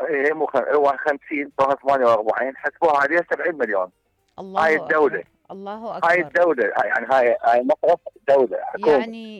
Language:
Mesopotamian Arabic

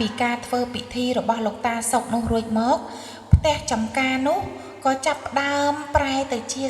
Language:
Khmer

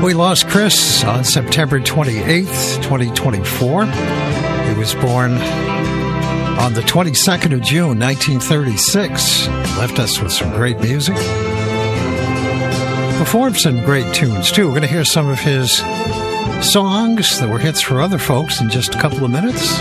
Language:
English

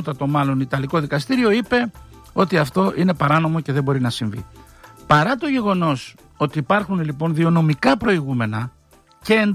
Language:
Greek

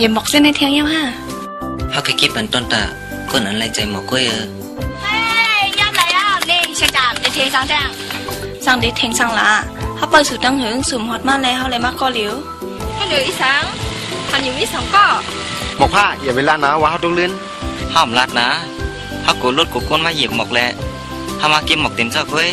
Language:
Shan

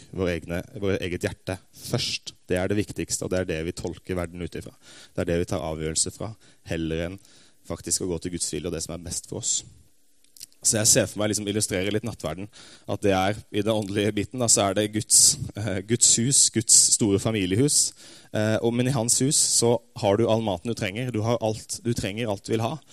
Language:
Norwegian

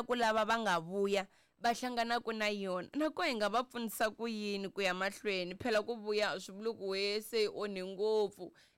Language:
Tsonga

